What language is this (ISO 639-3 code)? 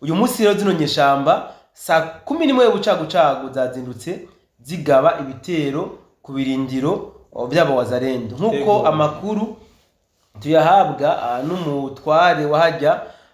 run